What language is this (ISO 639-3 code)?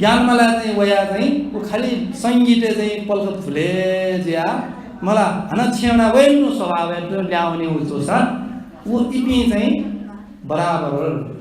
new